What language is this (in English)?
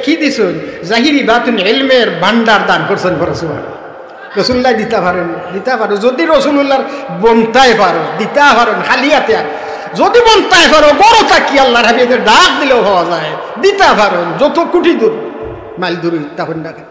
Sylheti